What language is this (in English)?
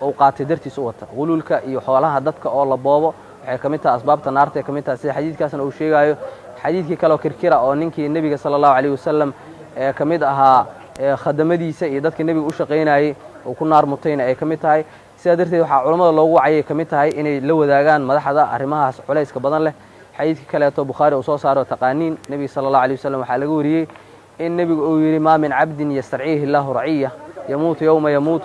Somali